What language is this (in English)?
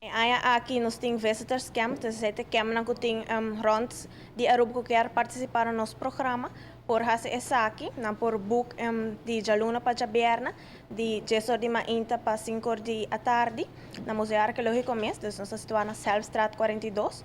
Papiamento